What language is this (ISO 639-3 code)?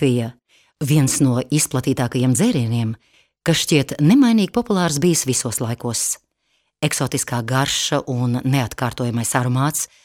lav